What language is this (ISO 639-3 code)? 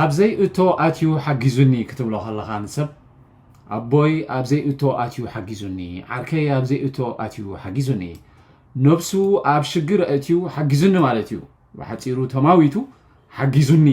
tir